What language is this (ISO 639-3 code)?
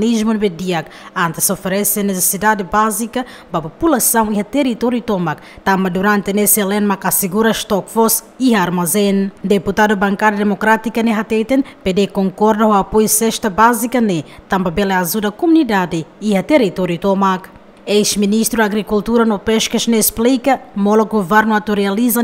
tet